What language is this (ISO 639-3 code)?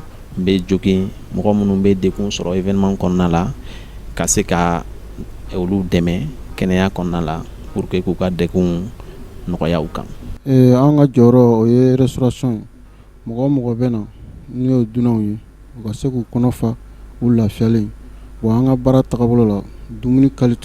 bam